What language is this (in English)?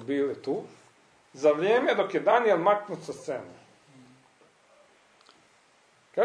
Croatian